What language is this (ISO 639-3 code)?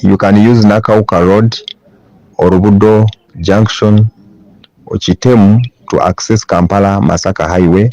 lug